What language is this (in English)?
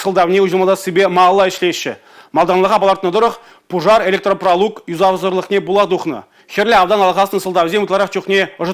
Chuvash